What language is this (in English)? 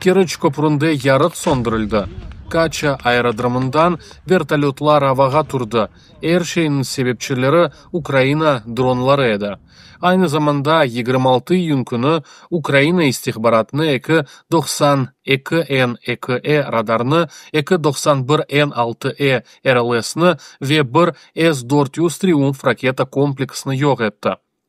Crimean Tatar